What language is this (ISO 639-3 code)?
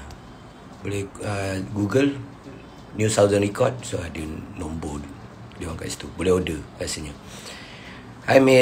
msa